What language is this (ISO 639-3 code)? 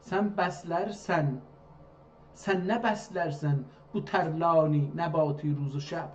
azb